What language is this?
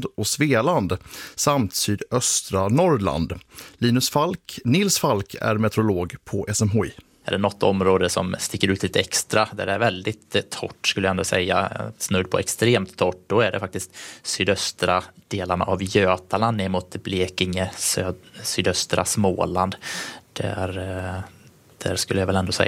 Swedish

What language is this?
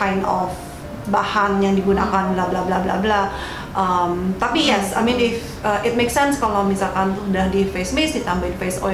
Indonesian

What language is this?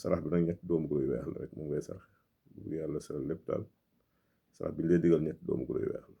Wolof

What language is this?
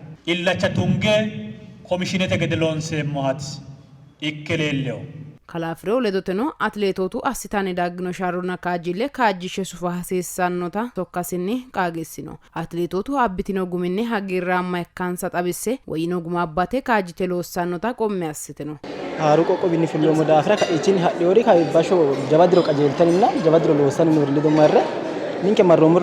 Sidamo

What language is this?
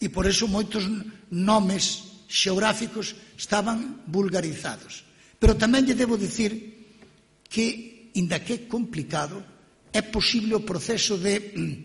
Galician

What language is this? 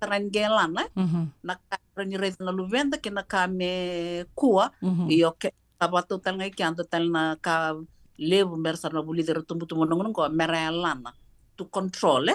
Fijian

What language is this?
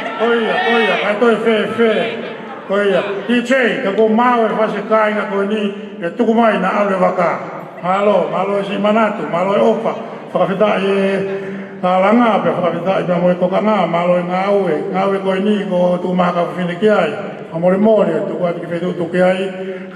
Tongan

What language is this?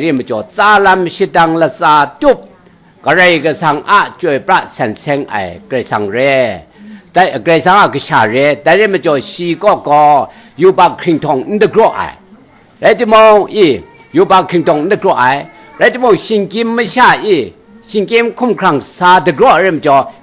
Kachin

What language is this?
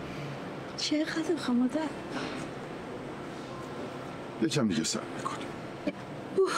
Persian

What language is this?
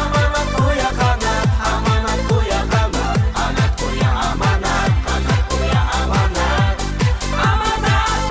Bashkir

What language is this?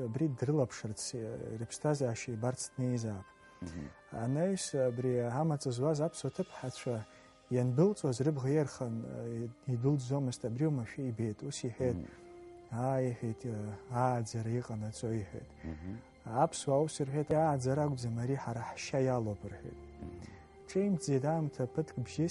Abkhazian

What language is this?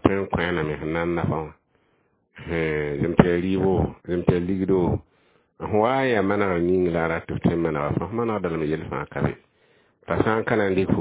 Mossi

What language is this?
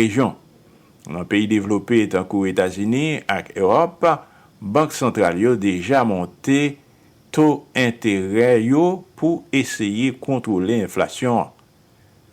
Haitian Creole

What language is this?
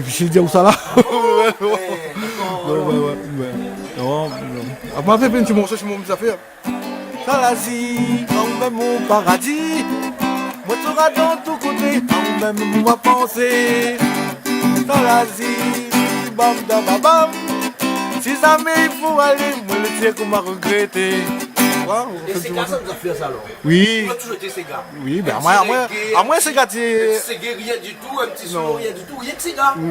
Réunion Creole French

